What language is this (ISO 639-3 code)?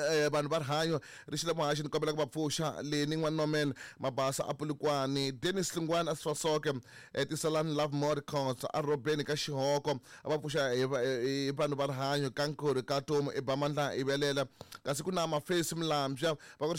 tso